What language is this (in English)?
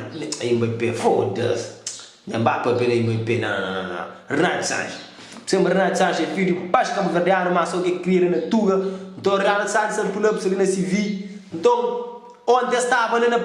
Kabuverdianu